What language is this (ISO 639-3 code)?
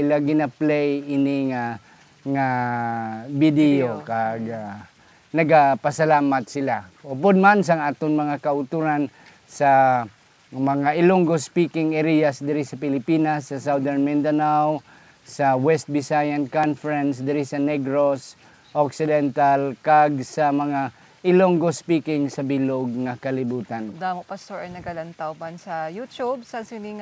hil